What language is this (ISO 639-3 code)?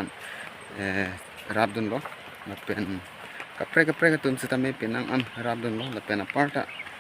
mjw